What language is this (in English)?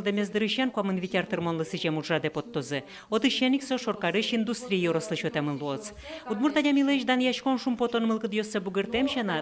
Udmurt